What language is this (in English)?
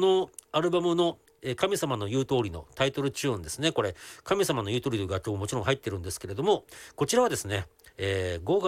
Japanese